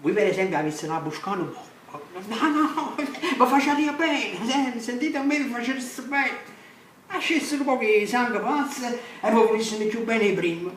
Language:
Neapolitan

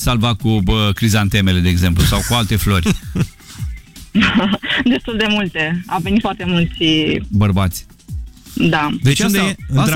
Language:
Romanian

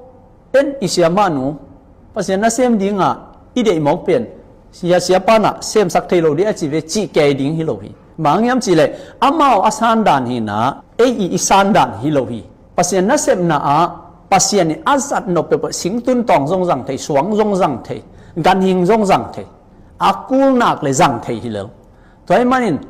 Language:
Tedim Chin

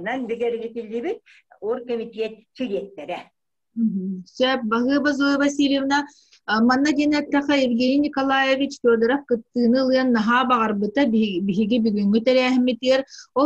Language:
Yakut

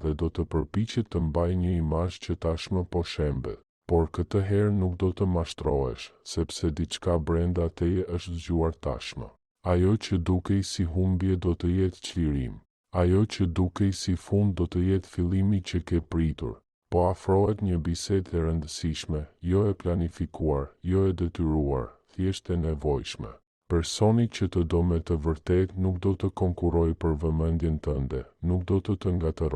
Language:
Albanian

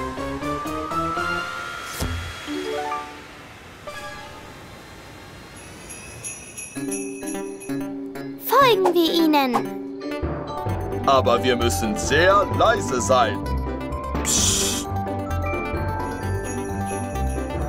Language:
German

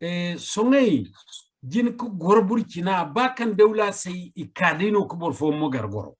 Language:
Zarma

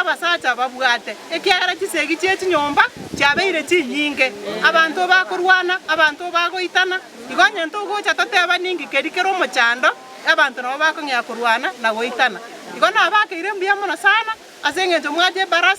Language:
Gusii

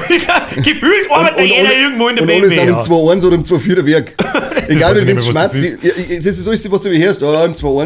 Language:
Bavarian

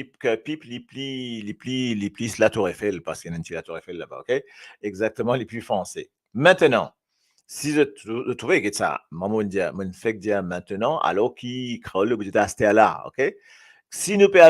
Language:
Morisyen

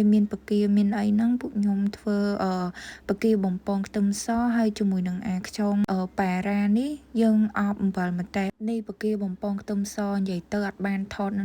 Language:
Khmer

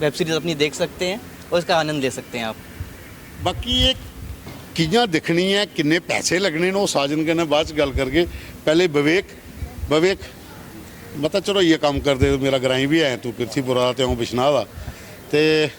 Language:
Dogri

